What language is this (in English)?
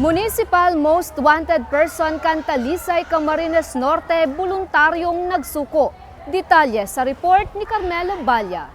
Bikol